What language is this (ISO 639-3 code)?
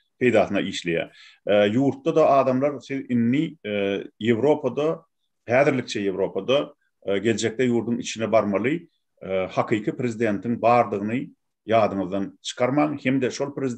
tuk